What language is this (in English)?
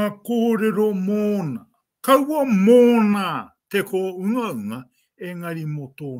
Māori